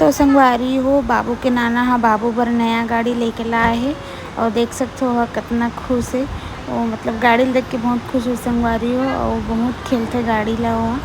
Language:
Chhattisgarhi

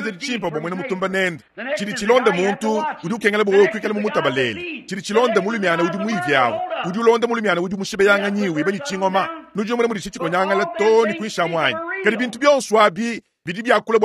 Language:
Luba-Lulua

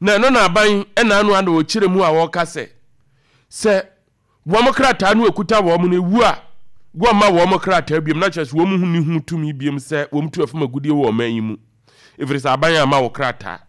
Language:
Akan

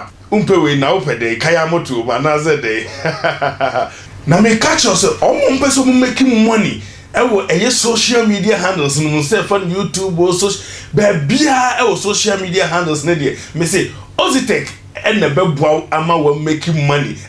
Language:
Akan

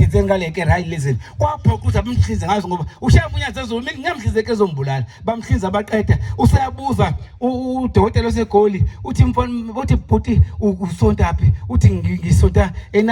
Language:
Zulu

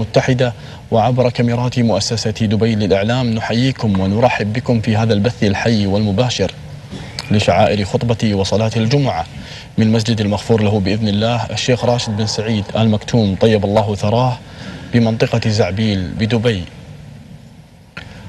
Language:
Arabic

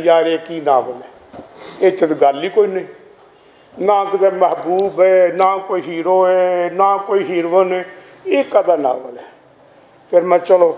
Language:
Western Panjabi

